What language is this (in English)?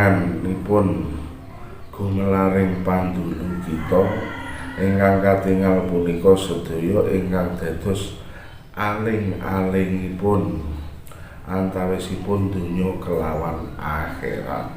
Javanese